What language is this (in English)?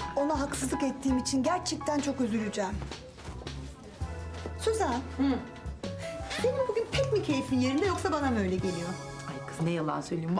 Turkish